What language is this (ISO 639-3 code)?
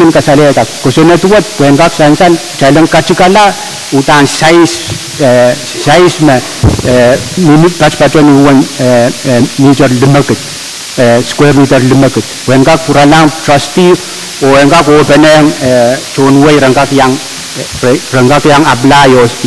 pon